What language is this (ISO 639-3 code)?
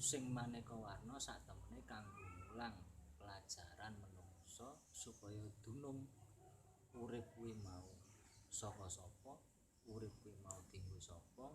jav